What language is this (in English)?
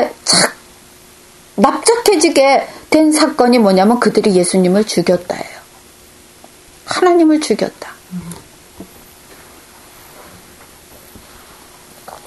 Korean